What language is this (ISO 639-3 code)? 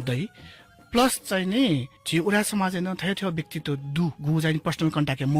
new